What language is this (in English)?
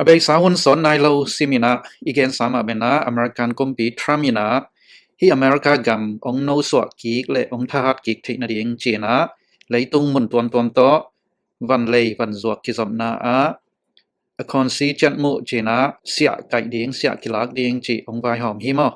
Tedim Chin